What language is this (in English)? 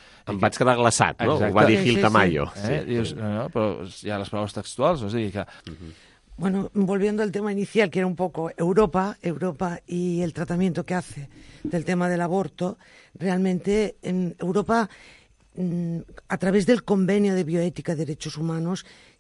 Catalan